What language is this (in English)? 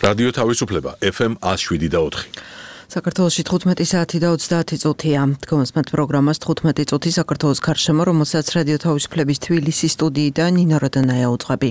Georgian